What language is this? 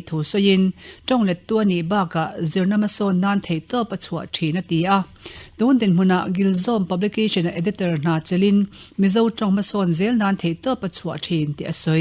Mizo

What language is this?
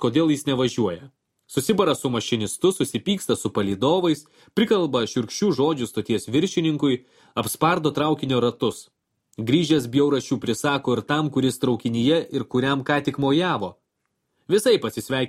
Lithuanian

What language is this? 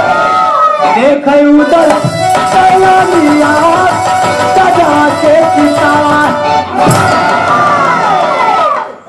Bhojpuri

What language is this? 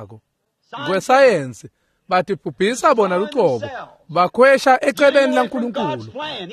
Swati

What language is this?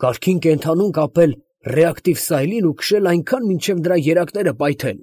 Armenian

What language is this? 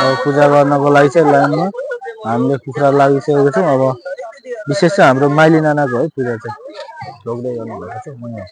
Nepali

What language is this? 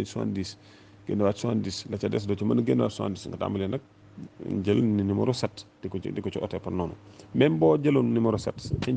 Wolof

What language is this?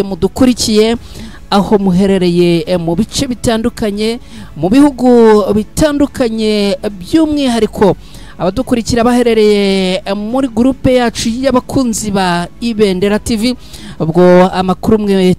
Kinyarwanda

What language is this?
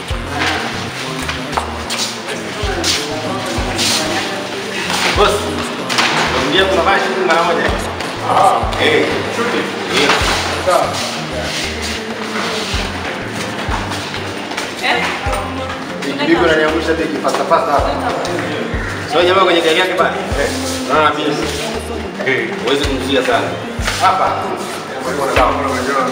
Swahili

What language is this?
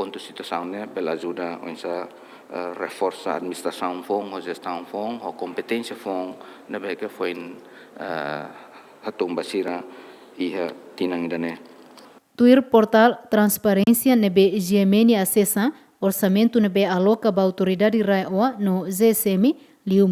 Tetum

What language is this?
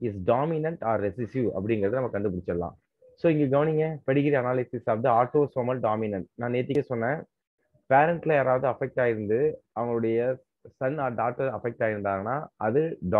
Tamil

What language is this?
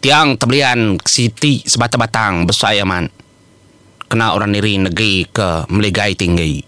Iban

